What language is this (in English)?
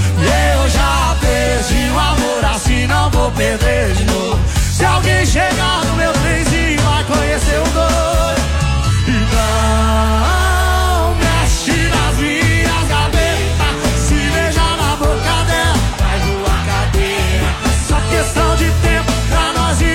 Portuguese